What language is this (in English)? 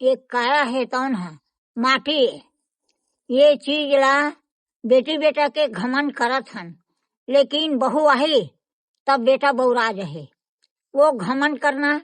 Chhattisgarhi